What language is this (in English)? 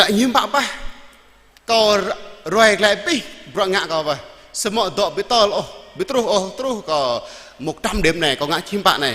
Jarai